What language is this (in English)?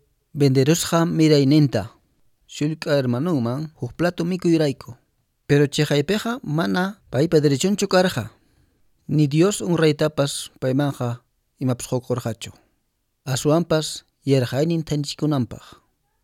Quechua